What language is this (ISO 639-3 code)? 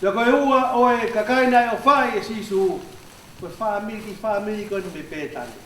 ton